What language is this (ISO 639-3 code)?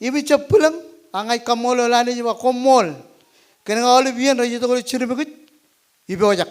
mah